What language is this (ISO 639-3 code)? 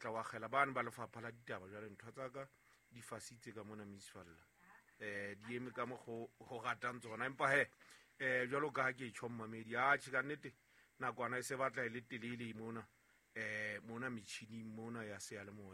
sot